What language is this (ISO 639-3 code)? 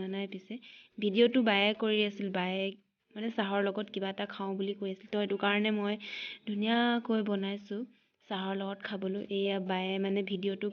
asm